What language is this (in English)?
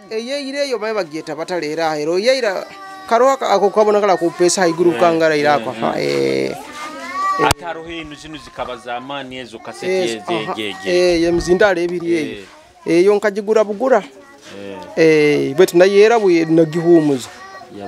Nyoro